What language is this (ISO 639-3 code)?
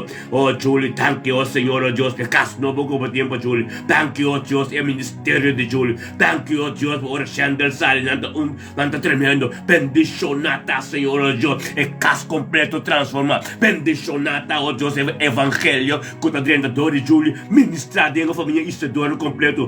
pap